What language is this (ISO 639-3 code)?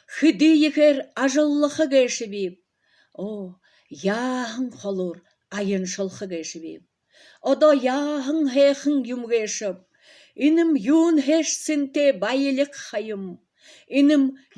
bua